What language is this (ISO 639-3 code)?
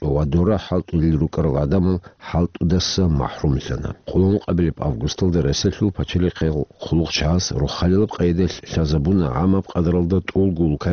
ava